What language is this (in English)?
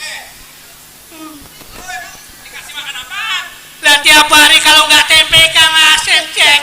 Betawi